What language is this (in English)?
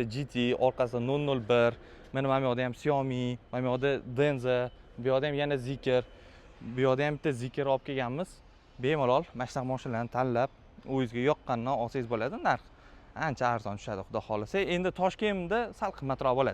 Uzbek